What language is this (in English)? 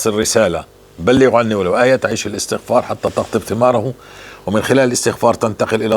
North Levantine Arabic